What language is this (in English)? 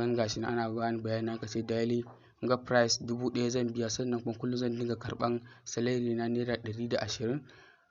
Hausa